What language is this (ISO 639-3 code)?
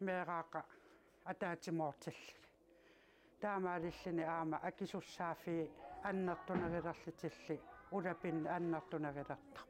kal